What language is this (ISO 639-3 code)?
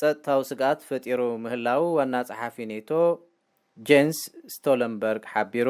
tir